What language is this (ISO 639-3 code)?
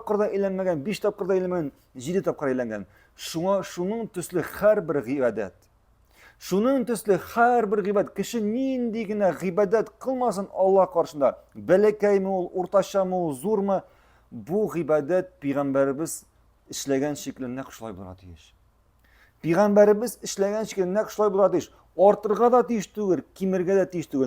tat